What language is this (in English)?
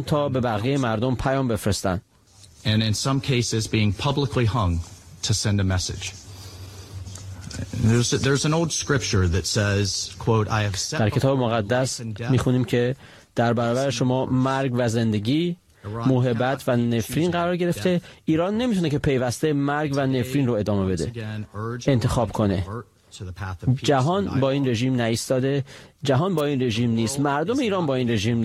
Persian